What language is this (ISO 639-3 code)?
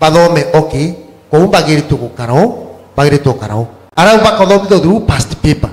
mer